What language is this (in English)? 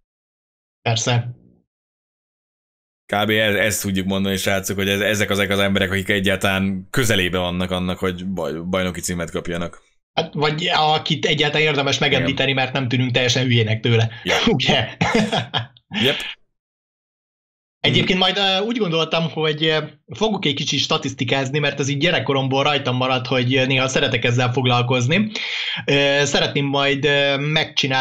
Hungarian